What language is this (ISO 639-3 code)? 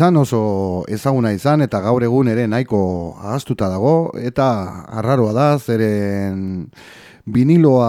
eus